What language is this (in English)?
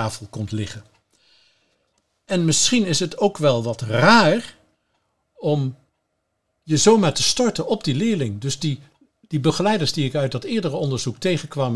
Dutch